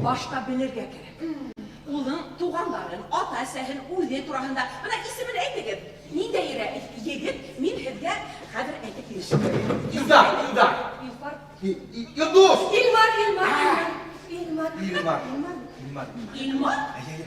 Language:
Bashkir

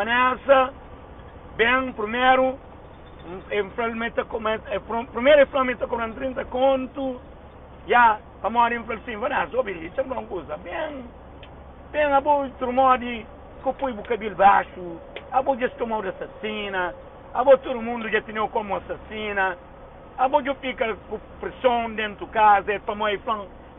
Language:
Kabuverdianu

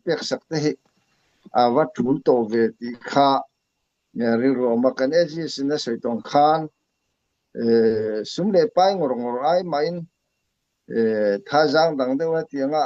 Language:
Hakha Chin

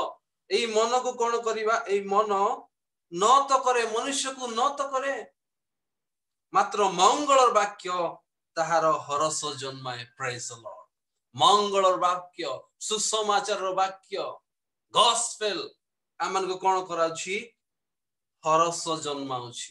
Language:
Odia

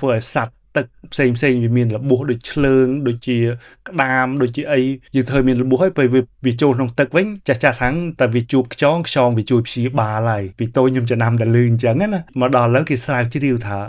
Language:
Khmer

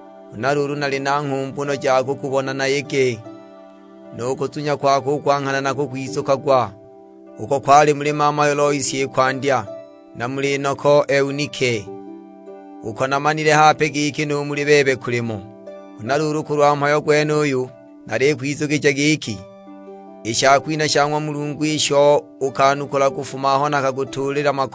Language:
Sukuma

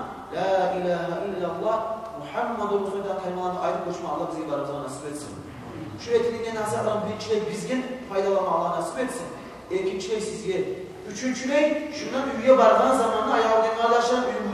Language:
Kumyk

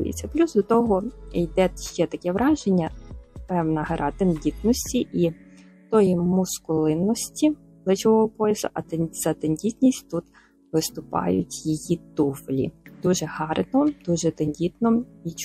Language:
Ukrainian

